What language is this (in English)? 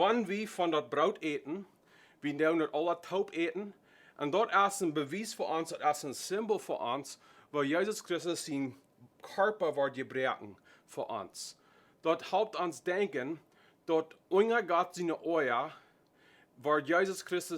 Plautdietsch